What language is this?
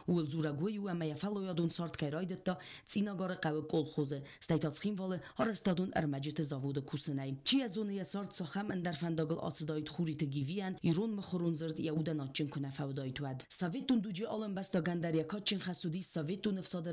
Ossetic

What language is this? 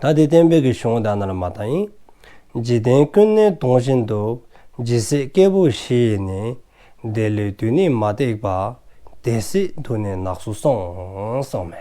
Dzongkha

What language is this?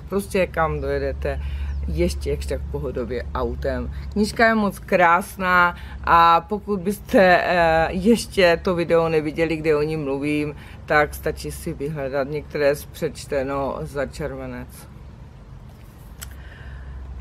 Czech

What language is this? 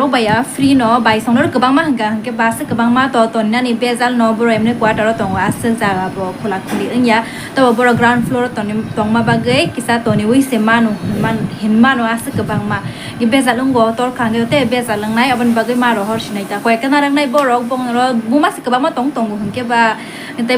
Kok Borok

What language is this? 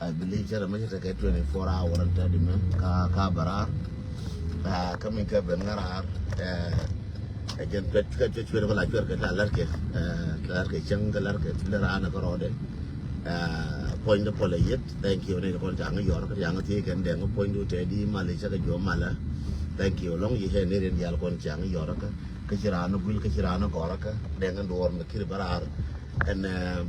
Nuer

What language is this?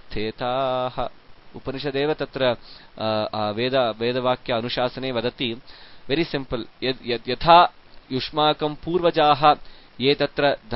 Sanskrit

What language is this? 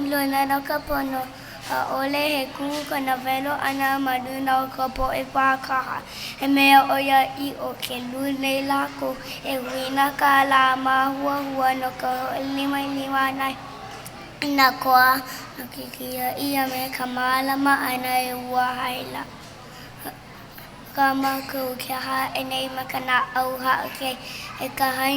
Hawaiian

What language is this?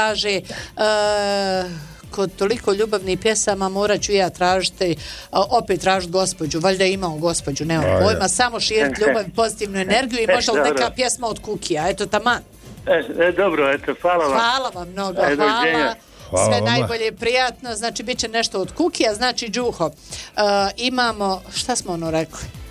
Bosnian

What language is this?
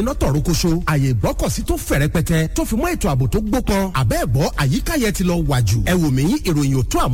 Yoruba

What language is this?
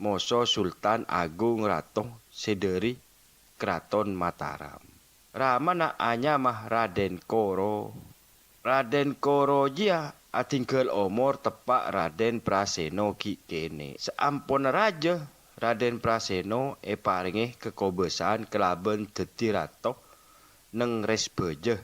Madurese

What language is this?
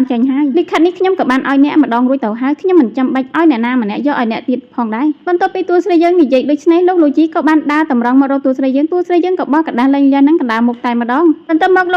Khmer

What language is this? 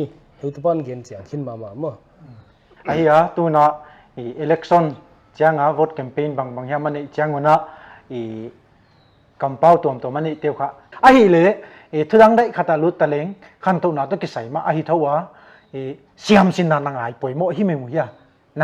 Paite Chin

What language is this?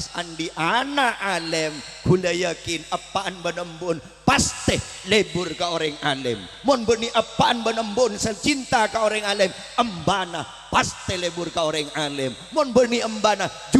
Madurese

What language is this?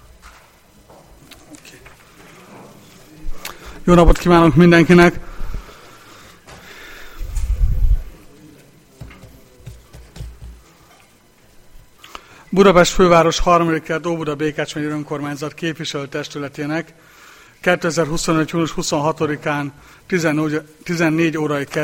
Hungarian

